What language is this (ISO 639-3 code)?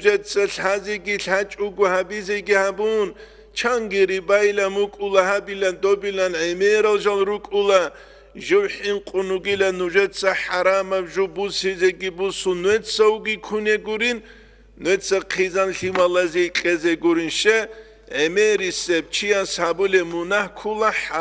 ava